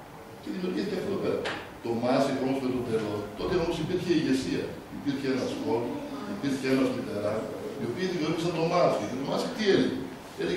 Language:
Greek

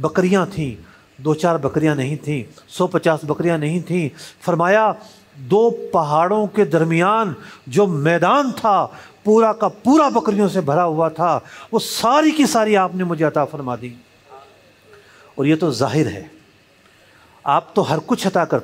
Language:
Urdu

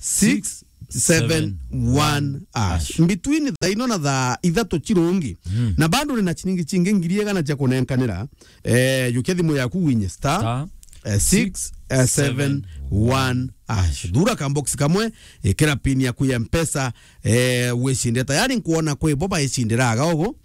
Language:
Meru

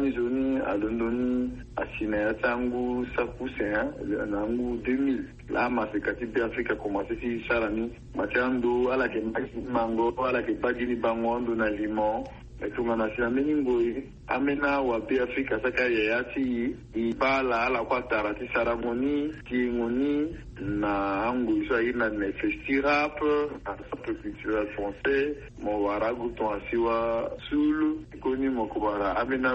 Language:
Sango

